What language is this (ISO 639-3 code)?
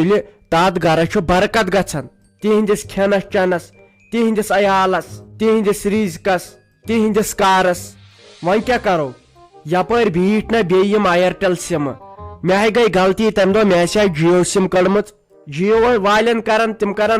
kas